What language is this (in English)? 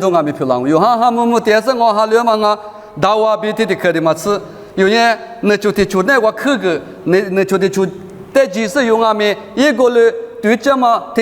Lisu